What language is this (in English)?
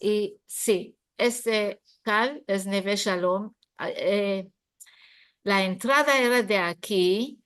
Ladino